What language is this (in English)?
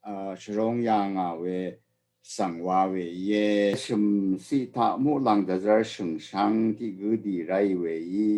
Rawang